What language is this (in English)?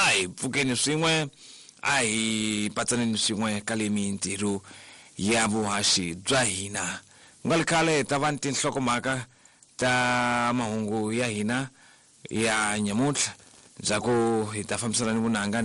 Tsonga